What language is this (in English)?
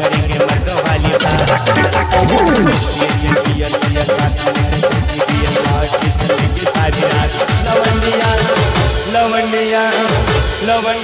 Bhojpuri